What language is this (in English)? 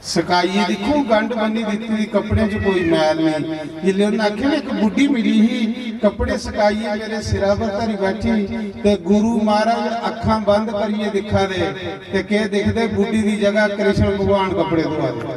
Dogri